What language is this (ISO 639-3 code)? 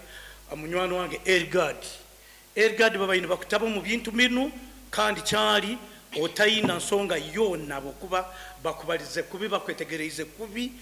nyo